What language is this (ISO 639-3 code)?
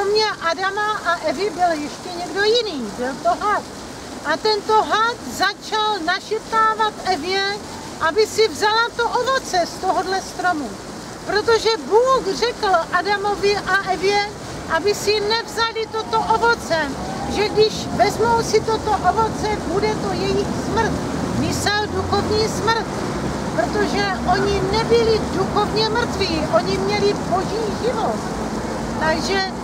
ces